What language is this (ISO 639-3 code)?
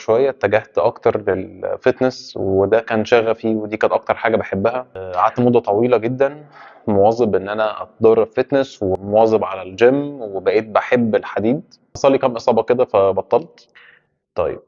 arz